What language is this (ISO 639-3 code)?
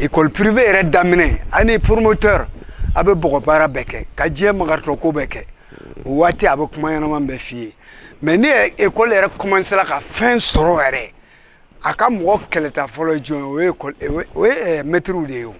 bam